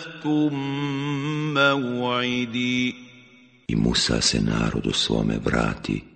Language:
Bosnian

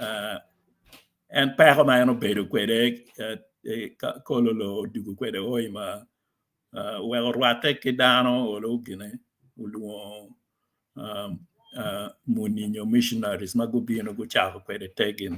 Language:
Acoli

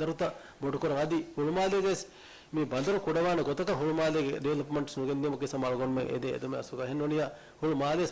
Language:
Divehi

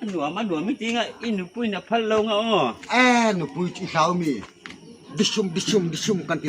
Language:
Hmar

